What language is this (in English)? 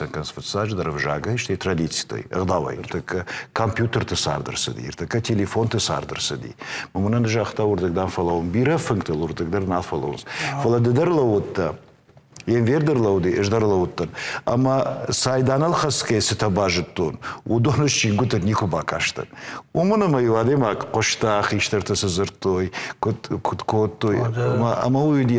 Ossetic